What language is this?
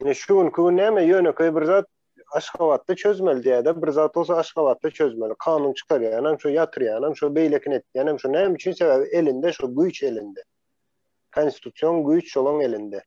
Turkmen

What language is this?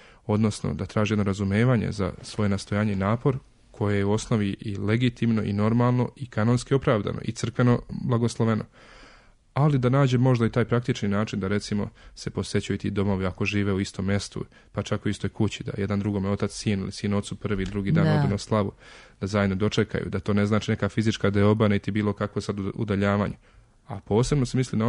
Serbian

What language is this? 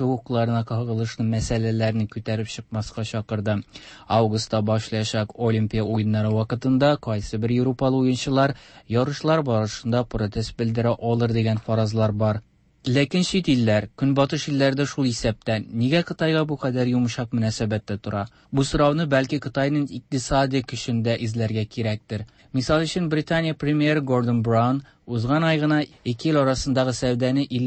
Tatar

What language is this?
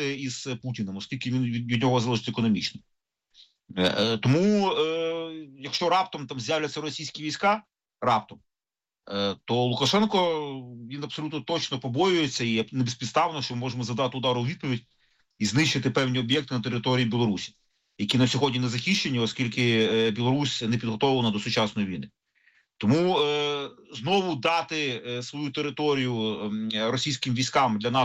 Ukrainian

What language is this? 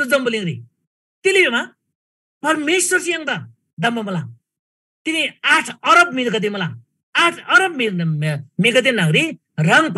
Eastern Tamang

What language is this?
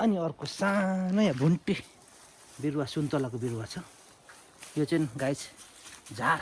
Nepali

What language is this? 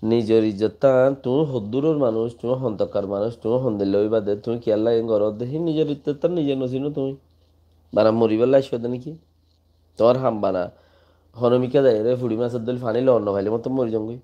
Rohingya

